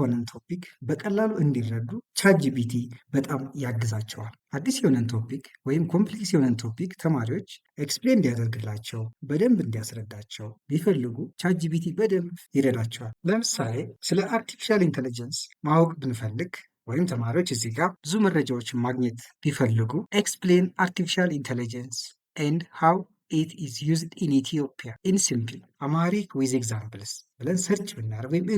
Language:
Amharic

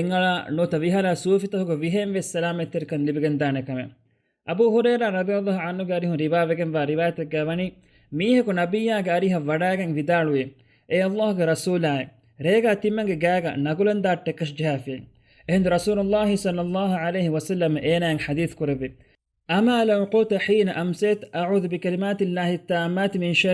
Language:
Divehi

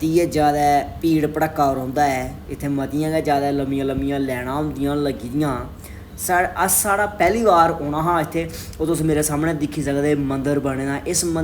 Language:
Dogri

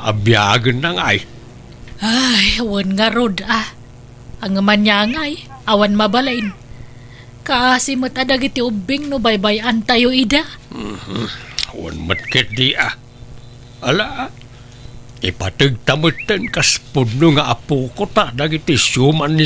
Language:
Iloko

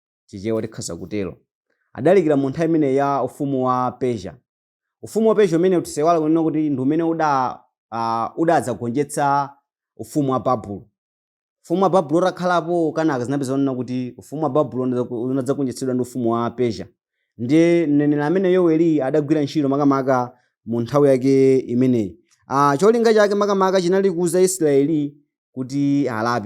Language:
Nyanja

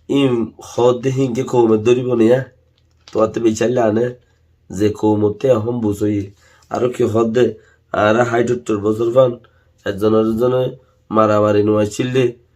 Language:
Rohingya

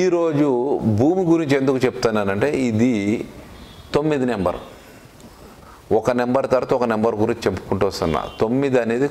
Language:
Telugu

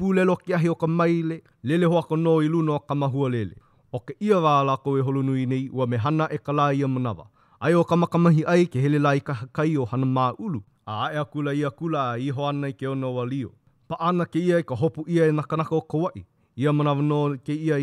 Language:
Hawaiian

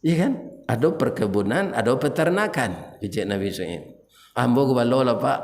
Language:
Minangkabau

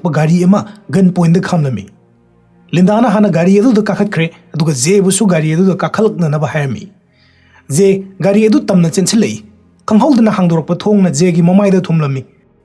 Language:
Manipuri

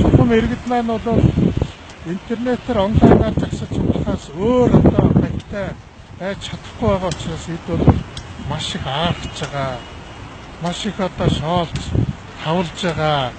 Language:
Mongolian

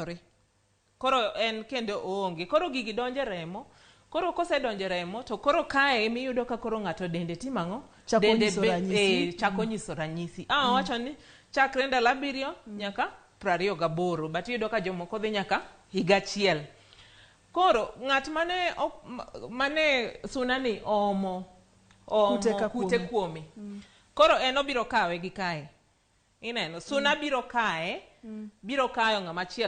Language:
Luo (Kenya and Tanzania)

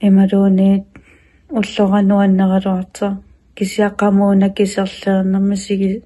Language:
Kalaallisut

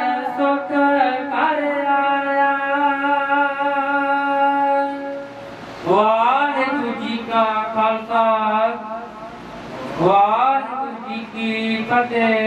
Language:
Punjabi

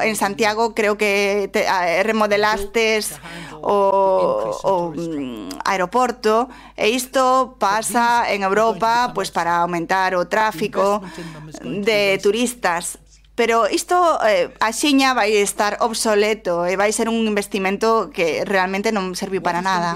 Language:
Galician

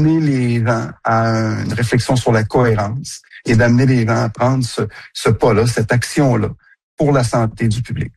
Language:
French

